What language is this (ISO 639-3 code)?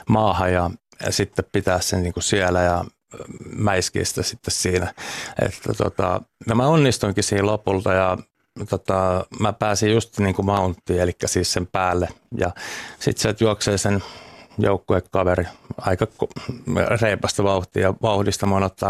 fin